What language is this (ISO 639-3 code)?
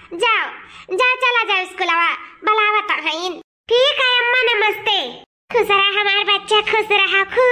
awa